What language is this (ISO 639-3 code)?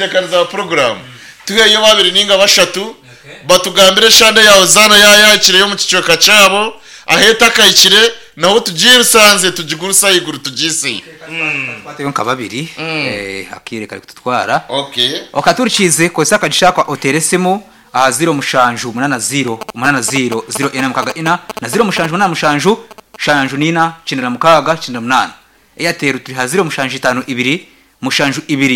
nyn